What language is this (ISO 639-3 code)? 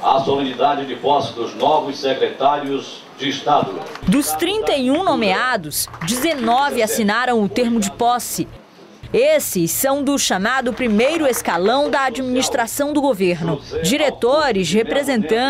por